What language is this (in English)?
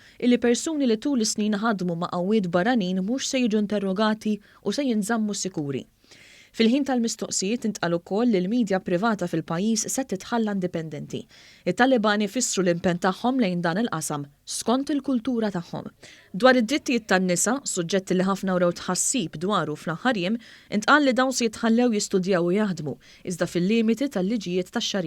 Maltese